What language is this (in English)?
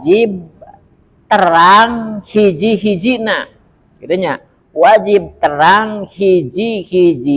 Sundanese